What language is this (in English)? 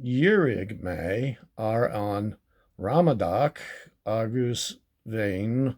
Irish